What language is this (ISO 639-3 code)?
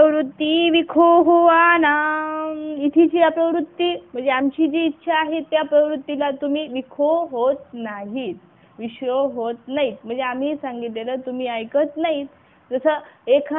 mar